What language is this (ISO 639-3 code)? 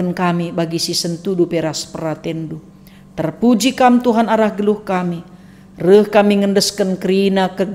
btx